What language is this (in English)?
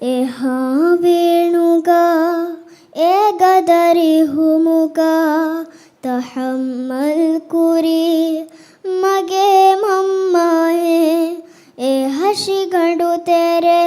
Divehi